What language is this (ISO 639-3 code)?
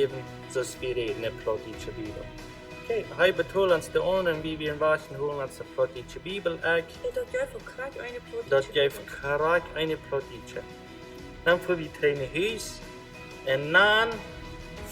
pdt